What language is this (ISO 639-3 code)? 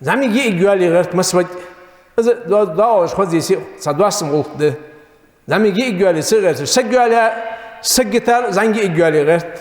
inh